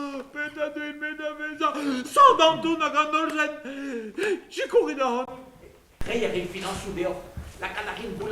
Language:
Breton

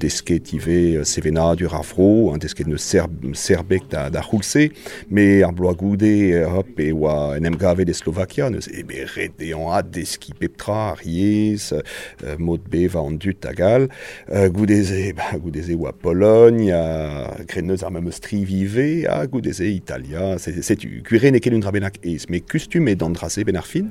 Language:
Breton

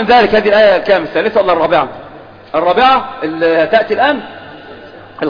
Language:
Arabic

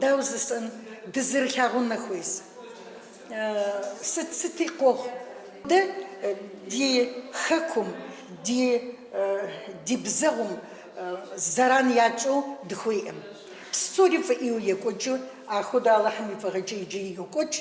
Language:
Kabardian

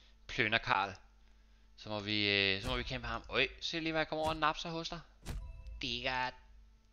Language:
Danish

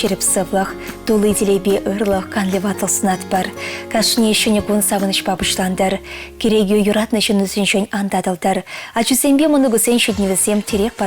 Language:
Chuvash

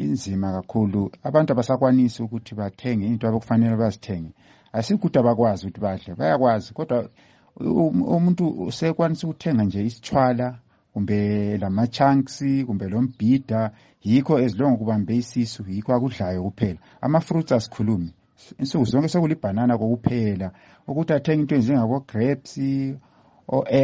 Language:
North Ndebele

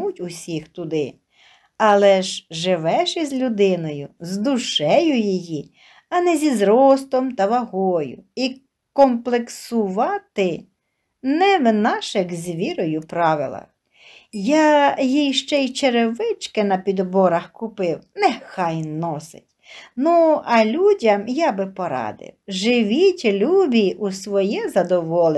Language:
Ukrainian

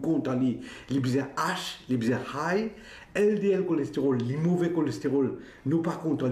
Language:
Morisyen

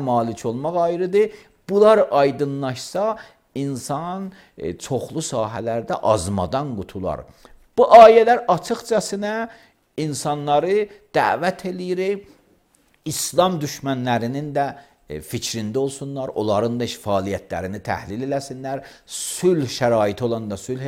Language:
Azerbaijani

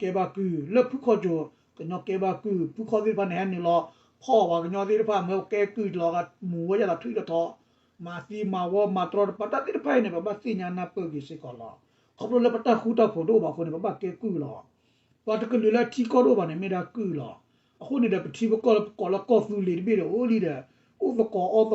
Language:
S'gaw Karen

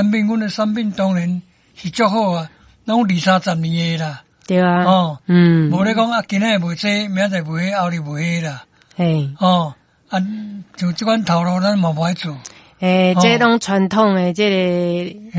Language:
Min Nan Chinese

